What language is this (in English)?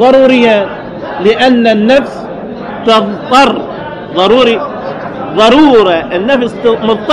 Mesopotamian Arabic